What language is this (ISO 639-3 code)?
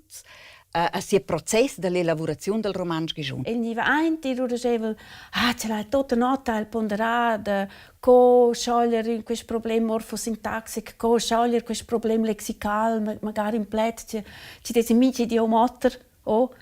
roh